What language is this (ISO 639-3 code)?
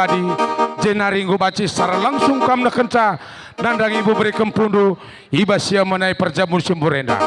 btx